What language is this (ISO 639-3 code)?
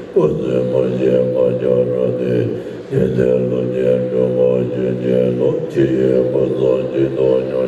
bod